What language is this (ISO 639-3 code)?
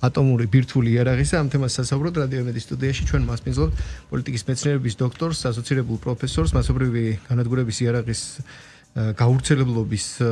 kat